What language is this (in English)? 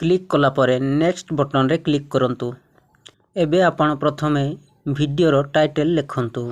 Odia